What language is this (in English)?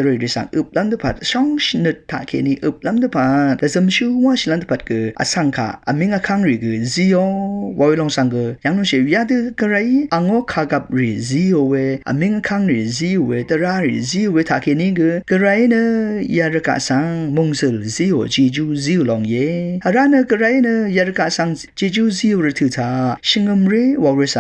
Rawang